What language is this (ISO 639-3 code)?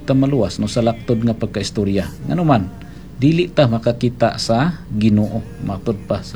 ceb